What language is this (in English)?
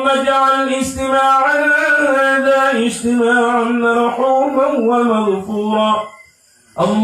Maranao